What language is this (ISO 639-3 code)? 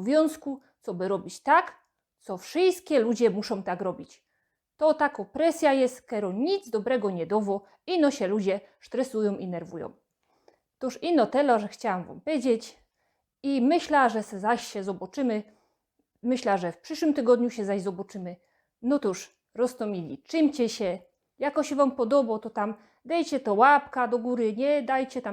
szl